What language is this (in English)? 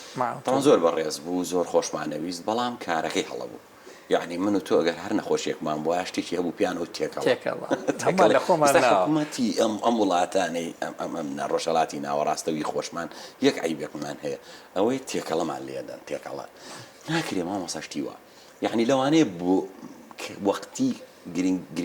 Central Kurdish